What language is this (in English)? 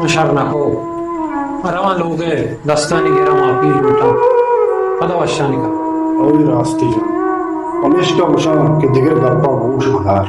Baluchi